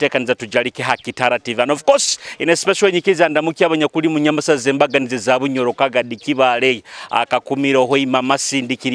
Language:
Nyoro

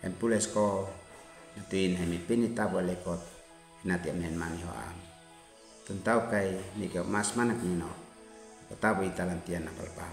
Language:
Uab Meto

